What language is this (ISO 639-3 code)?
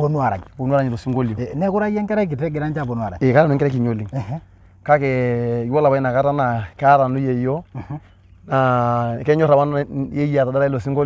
mas